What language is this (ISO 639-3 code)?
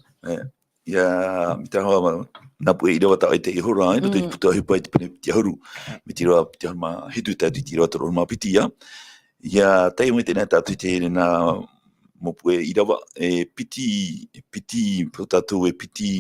tah